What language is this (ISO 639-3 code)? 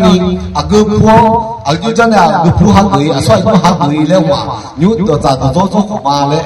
ahk